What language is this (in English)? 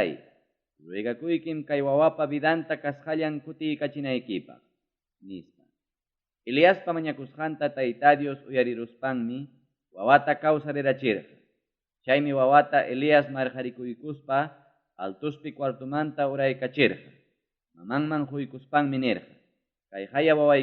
Ayacucho Quechua